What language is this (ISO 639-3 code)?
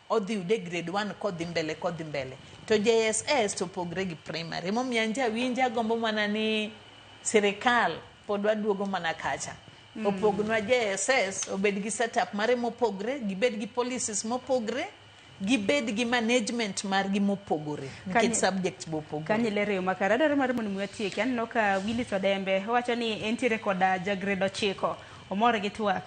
luo